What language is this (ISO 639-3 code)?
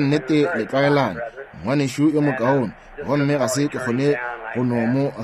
nso